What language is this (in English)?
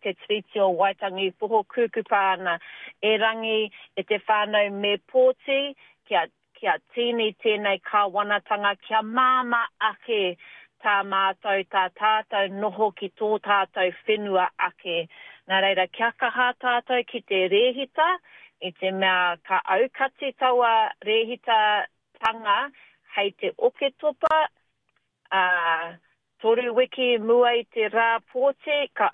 Māori